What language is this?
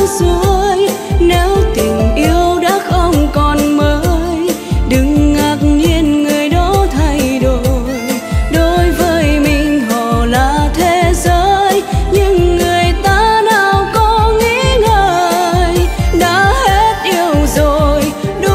Vietnamese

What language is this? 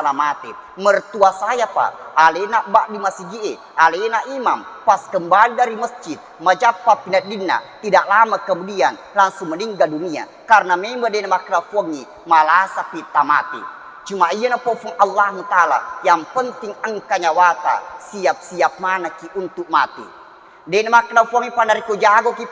Buginese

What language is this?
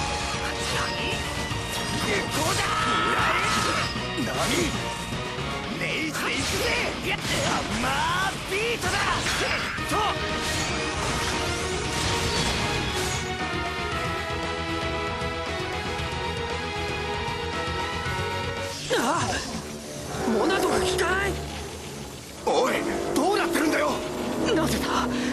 Japanese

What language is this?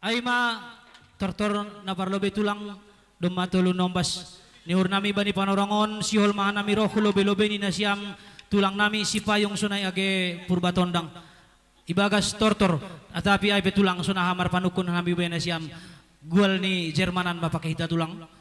Batak Simalungun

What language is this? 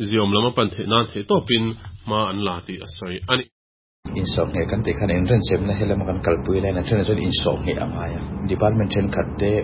Mizo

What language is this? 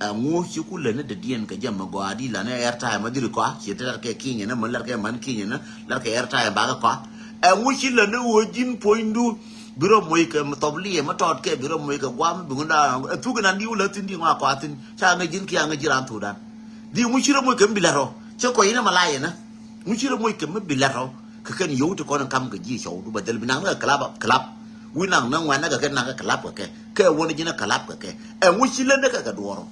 Nuer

